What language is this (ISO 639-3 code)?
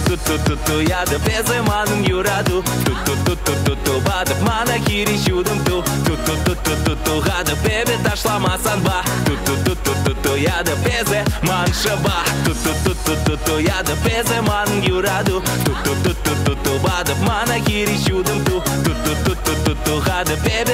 chv